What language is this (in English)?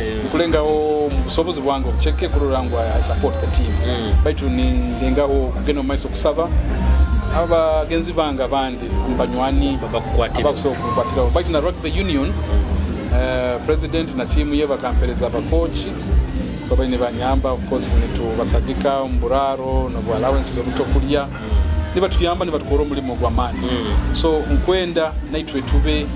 Nyoro